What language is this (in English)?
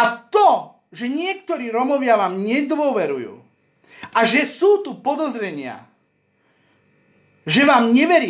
Slovak